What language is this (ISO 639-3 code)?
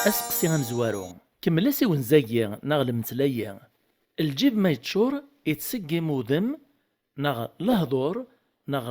kab